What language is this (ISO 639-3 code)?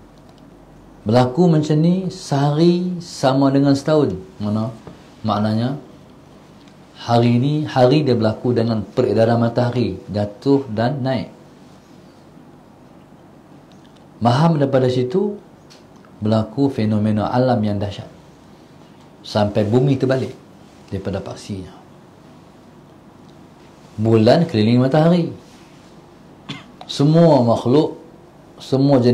msa